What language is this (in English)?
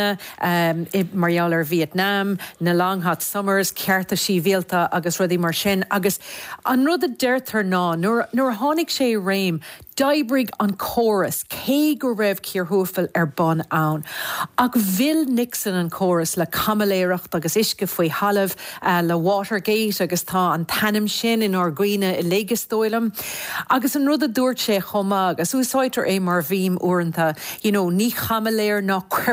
Irish